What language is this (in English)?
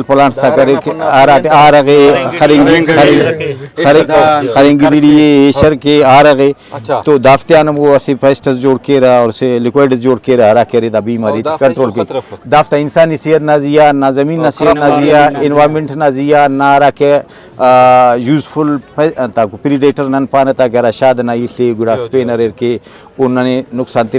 Brahui